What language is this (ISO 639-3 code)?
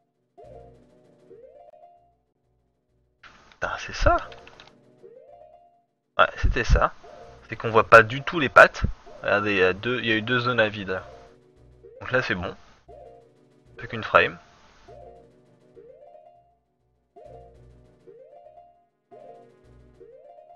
fra